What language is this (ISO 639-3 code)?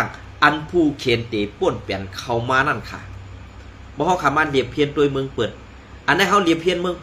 shn